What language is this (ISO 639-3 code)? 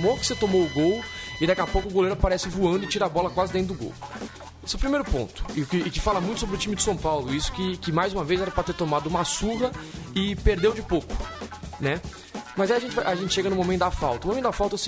por